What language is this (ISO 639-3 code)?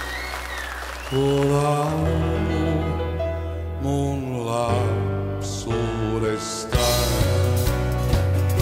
fin